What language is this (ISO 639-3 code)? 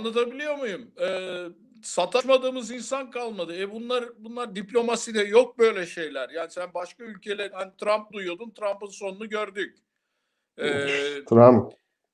tur